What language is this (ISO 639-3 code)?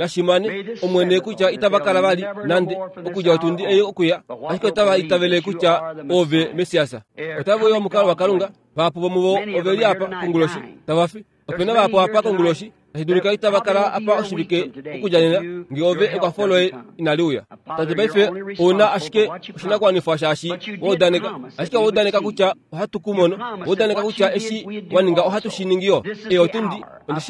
kua